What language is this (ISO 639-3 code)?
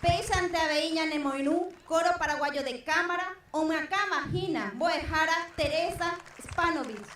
grn